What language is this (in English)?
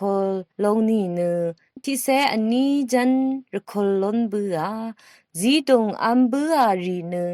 Rawang